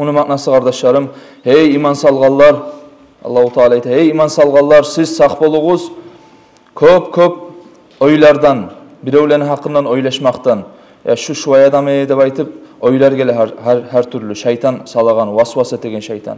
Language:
Kumyk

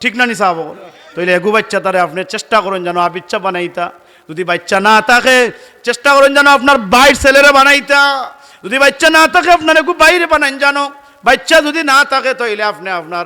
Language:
Sylheti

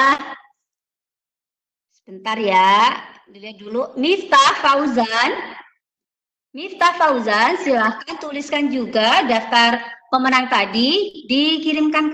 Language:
Indonesian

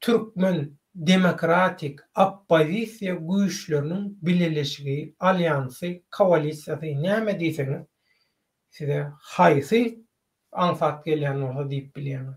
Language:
Turkmen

